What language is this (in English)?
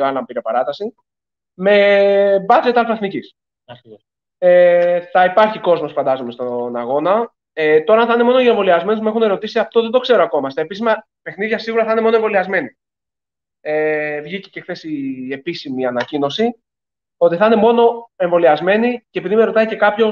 Greek